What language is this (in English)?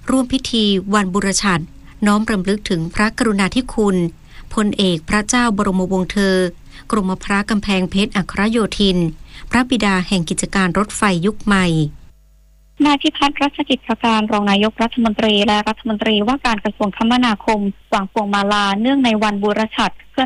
Thai